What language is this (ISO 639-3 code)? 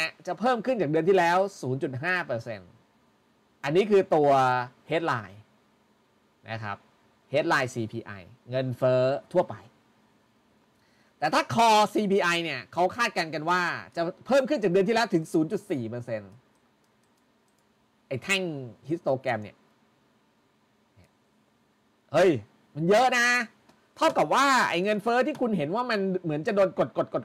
tha